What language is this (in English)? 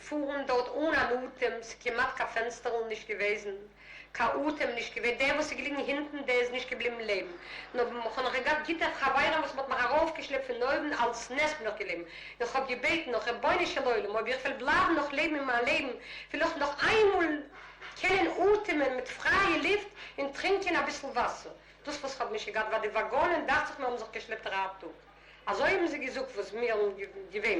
Yiddish